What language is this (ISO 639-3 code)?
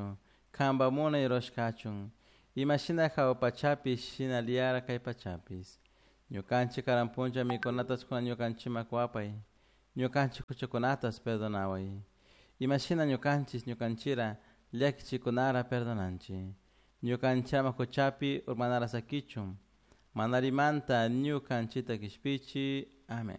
qug